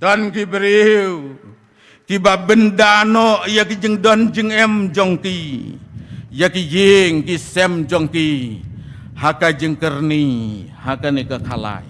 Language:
Khasi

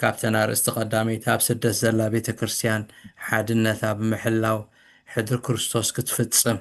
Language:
Tigrinya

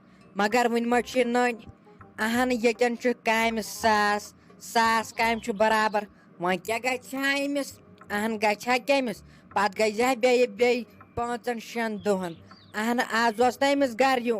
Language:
Kashmiri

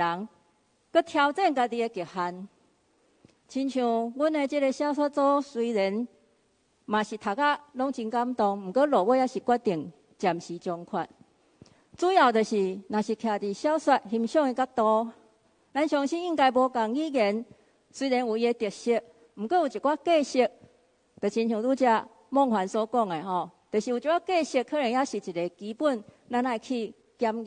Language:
Min Nan Chinese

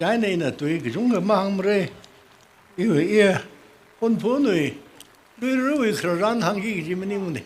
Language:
Tangkhul Naga (India)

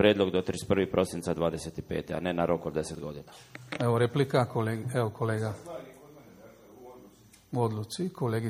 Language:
Croatian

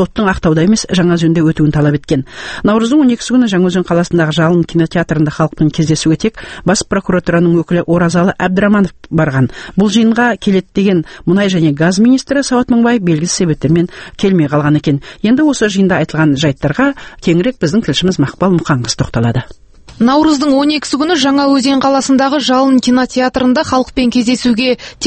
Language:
Kazakh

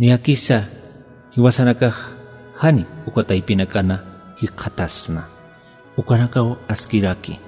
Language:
Aymara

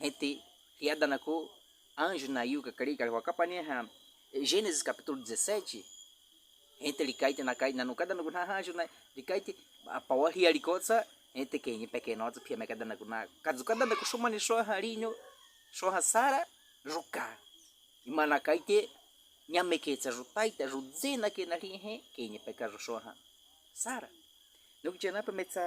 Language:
Baniwa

